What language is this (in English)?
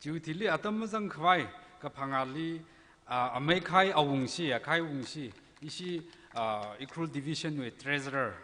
Tangkhul Naga (India)